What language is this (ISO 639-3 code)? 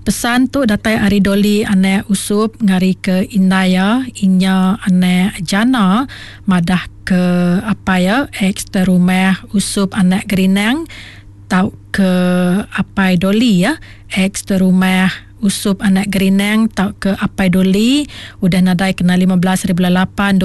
iba